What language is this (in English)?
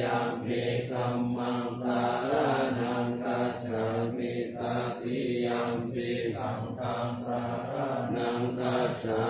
Pali